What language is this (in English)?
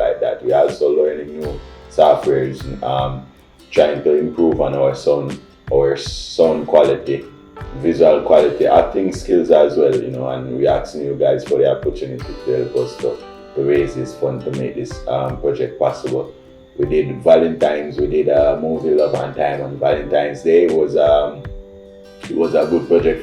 Jamaican Creole English